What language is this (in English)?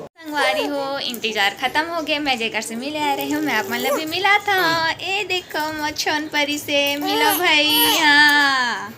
Chhattisgarhi